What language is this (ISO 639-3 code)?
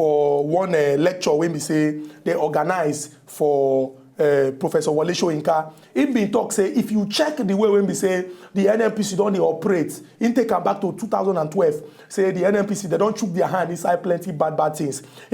pcm